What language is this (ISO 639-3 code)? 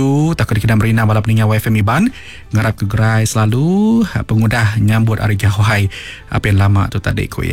iba